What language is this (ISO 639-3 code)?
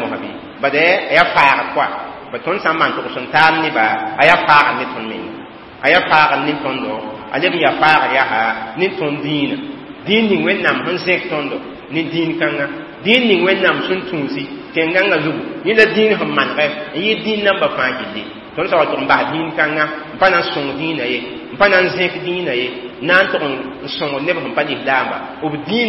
mos